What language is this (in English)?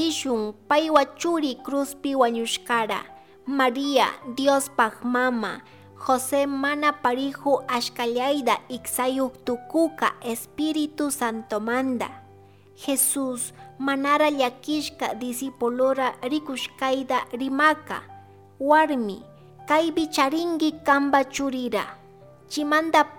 Chimborazo Highland Quichua